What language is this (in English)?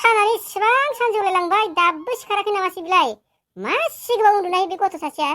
Bodo